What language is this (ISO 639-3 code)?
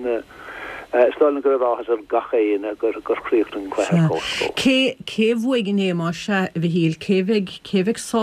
gle